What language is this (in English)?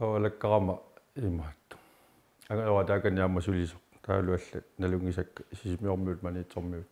Kalaallisut